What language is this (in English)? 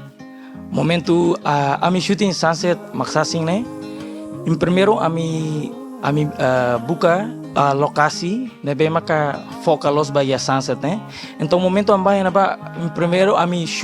Tetum